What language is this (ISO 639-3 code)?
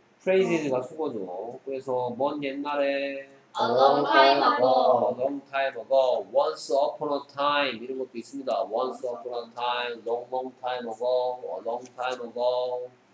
kor